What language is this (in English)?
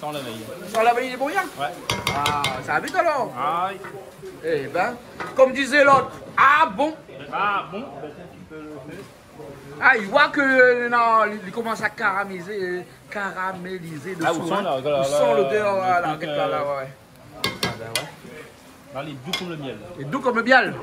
Réunion Creole French